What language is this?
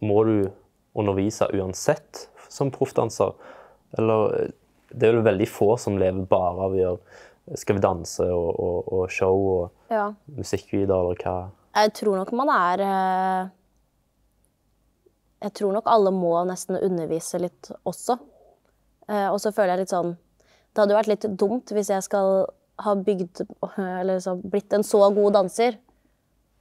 Norwegian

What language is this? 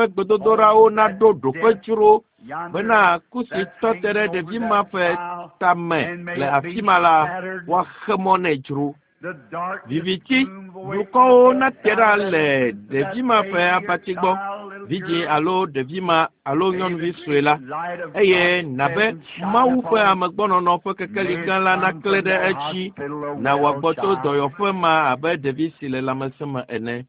Ewe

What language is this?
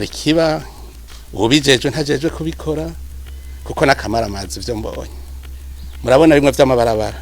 Rundi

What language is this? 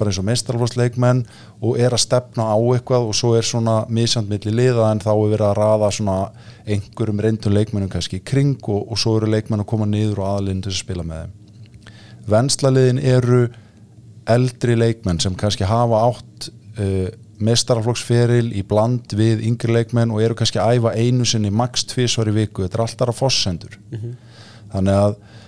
Icelandic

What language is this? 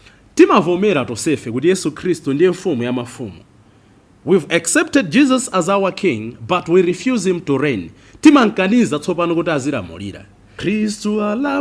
Nyanja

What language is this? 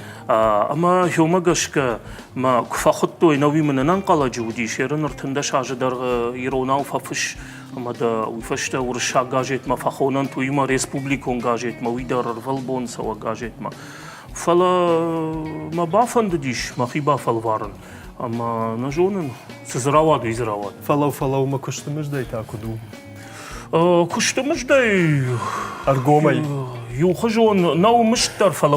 Ossetic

